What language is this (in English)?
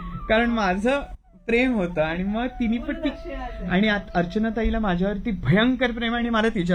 Marathi